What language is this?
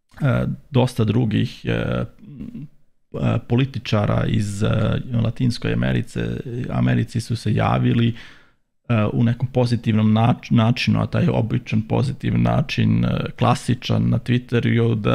Serbian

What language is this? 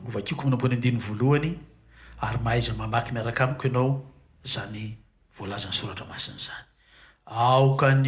Malagasy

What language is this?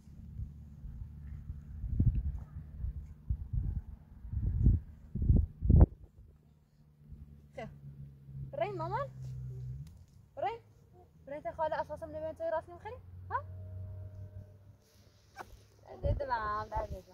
Persian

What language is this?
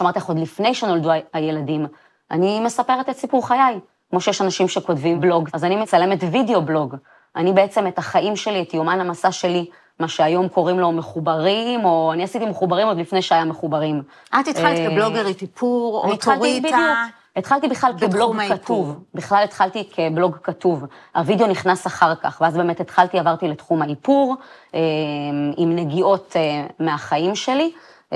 Hebrew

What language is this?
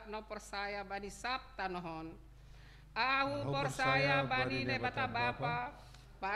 Batak Simalungun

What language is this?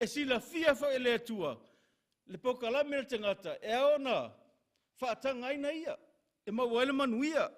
Samoan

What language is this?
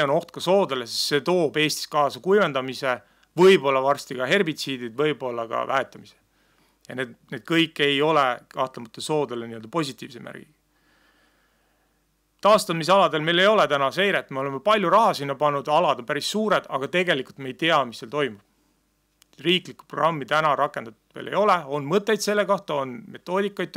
Estonian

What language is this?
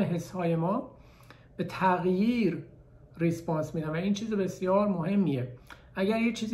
Persian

